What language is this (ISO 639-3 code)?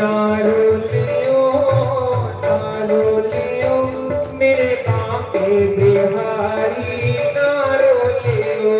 doi